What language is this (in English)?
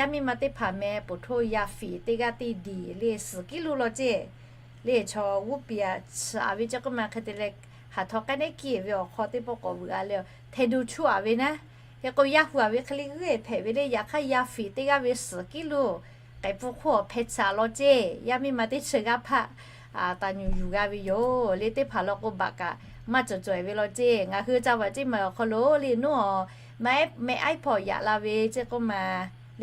Lahu